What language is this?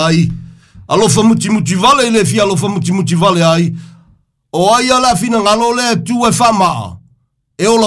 Samoan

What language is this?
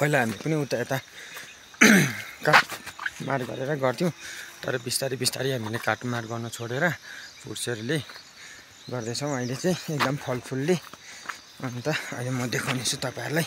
Nepali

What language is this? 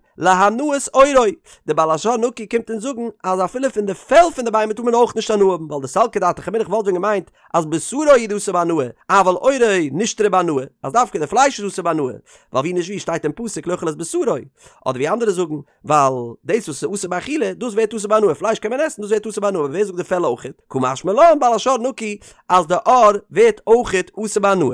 Yiddish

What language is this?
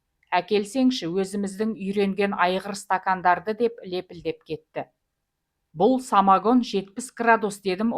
Kazakh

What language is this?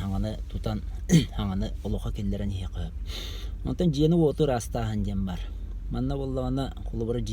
Yakut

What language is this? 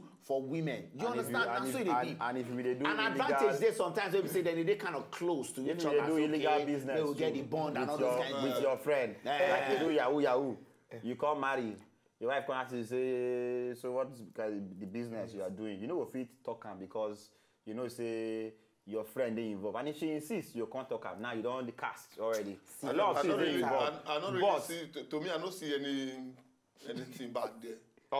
Nigerian Pidgin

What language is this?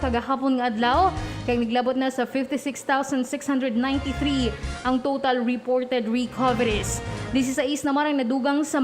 Hiligaynon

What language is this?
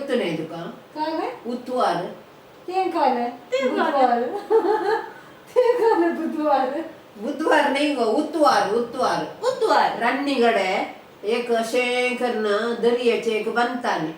Konkani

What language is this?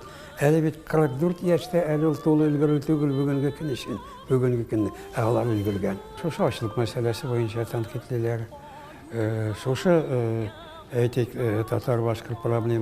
Tatar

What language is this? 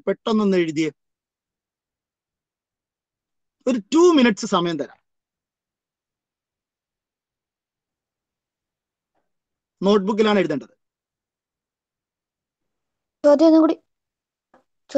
Malayalam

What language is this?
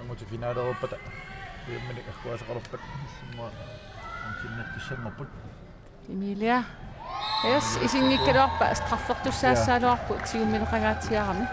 Kalaallisut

